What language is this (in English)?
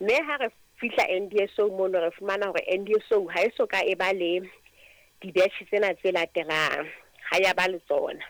Southern Sotho